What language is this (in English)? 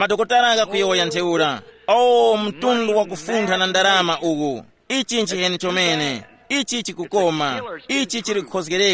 Tumbuka